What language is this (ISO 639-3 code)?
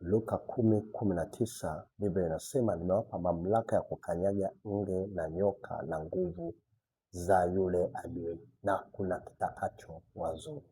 swa